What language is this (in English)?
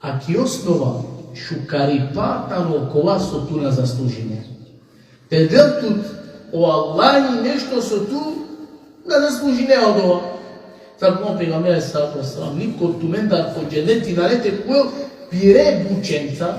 Balkan Romani